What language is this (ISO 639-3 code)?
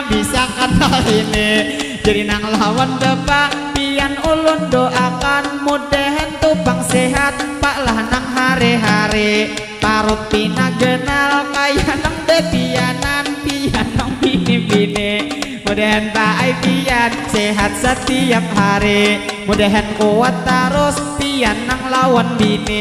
bjn